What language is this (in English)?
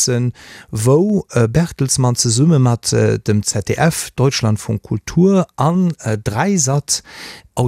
Luxembourgish